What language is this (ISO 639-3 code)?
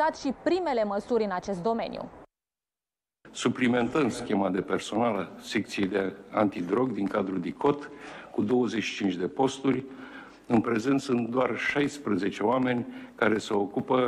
ron